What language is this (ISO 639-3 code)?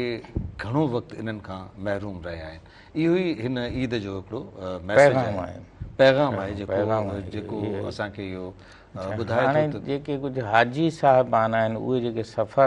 snd